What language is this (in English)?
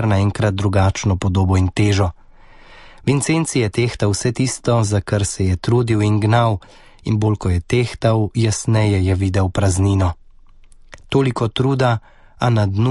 Slovenian